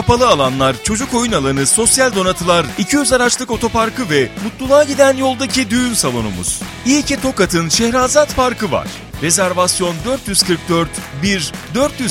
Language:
Turkish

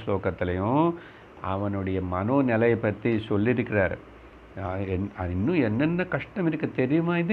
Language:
Tamil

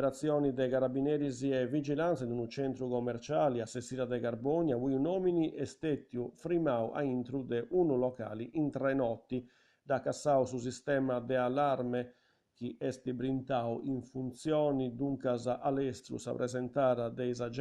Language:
Sardinian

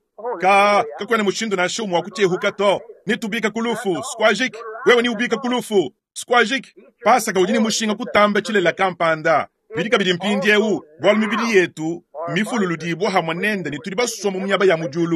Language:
Luba-Lulua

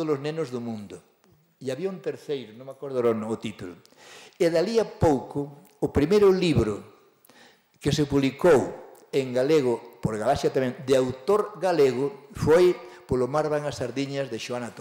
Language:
Galician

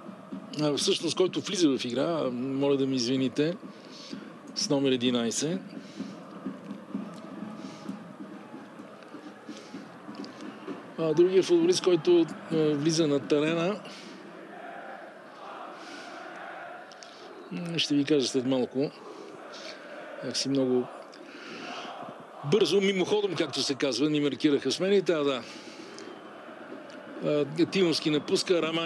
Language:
Bulgarian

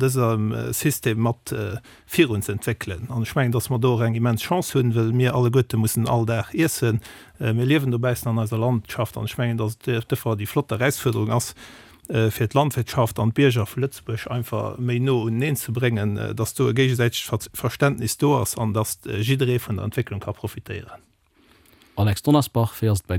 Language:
Luxembourgish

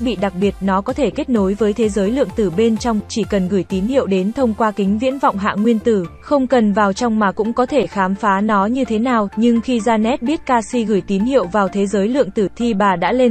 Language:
Vietnamese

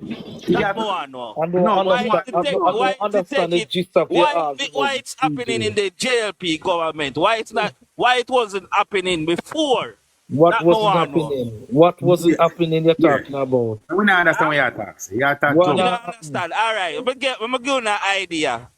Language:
Jamaican Creole English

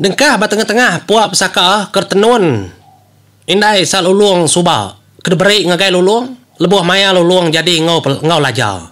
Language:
Iban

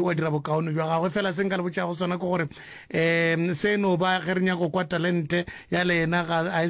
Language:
Northern Sotho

